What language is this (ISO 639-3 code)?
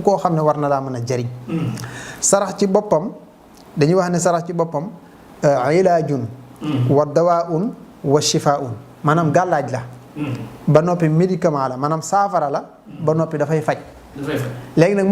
wol